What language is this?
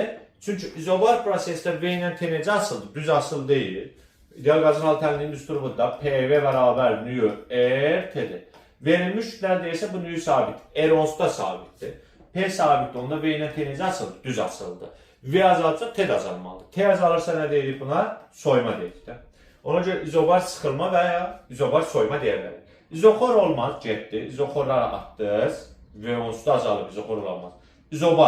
Azerbaijani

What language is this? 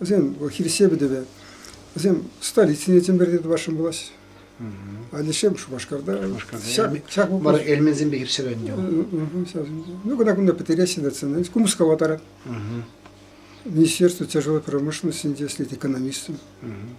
Chuvash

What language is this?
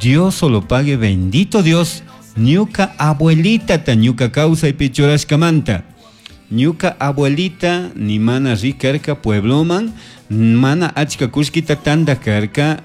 Chimborazo Highland Quichua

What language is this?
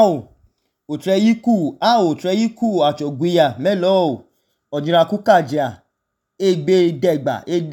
Idoma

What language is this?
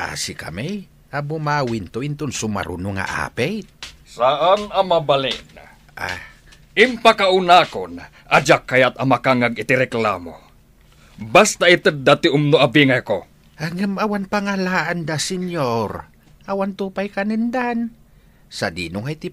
Iloko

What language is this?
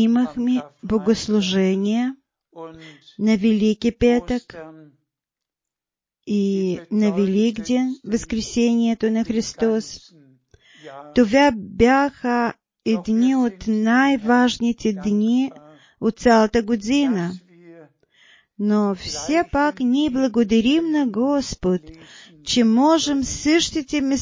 Bulgarian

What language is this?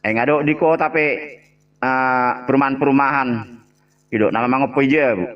Batak Toba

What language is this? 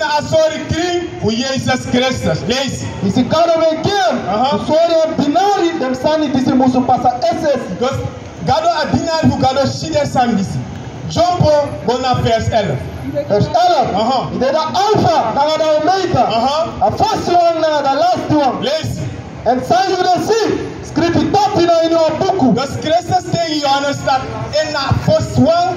Sranan Tongo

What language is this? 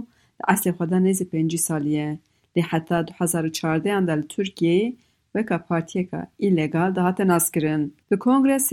Kurdish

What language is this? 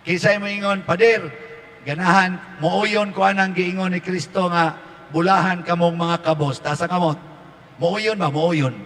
Cebuano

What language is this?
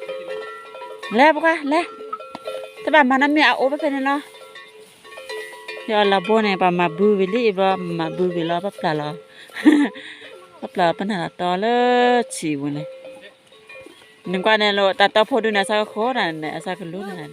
S'gaw Karen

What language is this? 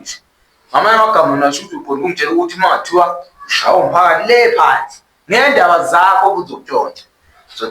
Zulu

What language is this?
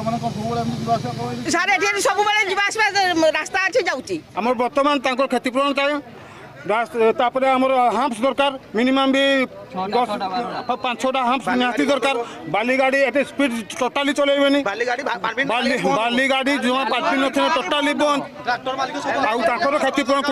Odia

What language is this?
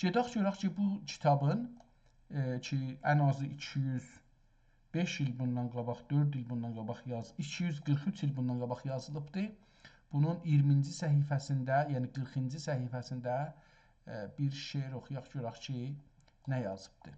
South Azerbaijani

